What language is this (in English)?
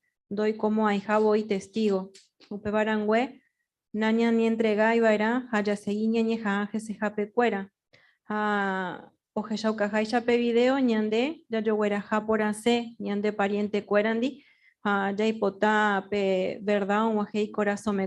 Guarani